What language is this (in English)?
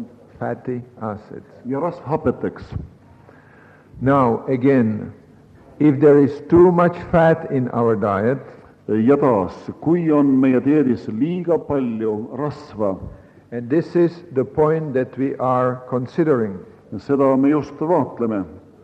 Estonian